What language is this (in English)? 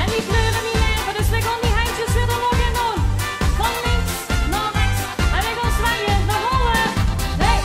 Limburgish